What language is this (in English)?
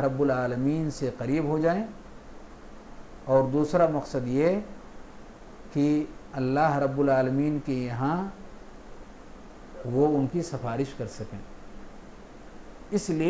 Urdu